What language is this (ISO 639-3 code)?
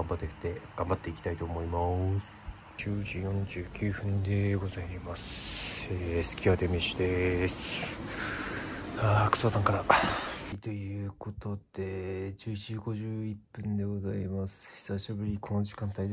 jpn